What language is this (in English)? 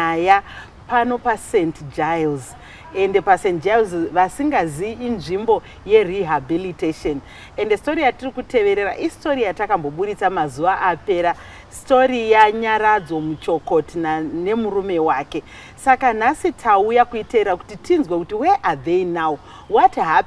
Shona